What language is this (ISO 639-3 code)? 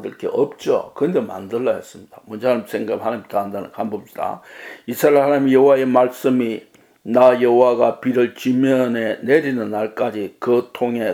kor